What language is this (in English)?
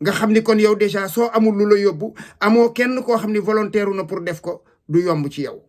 Wolof